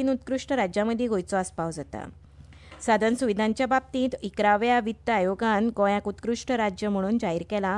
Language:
Konkani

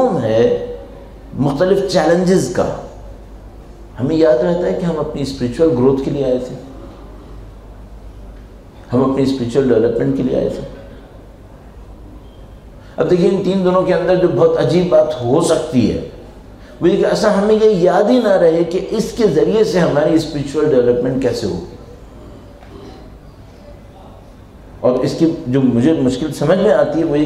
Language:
Urdu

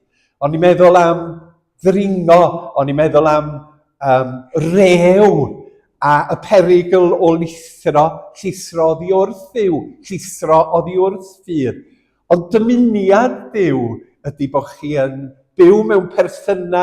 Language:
Welsh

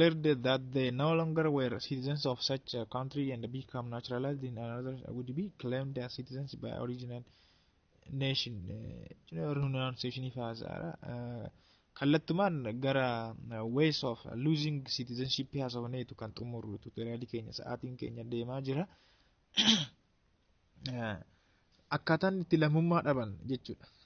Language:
Oromo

